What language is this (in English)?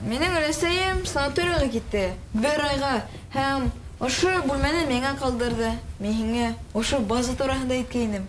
Bashkir